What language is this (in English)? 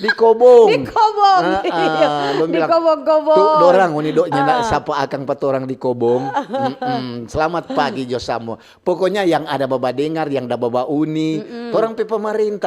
Manado Malay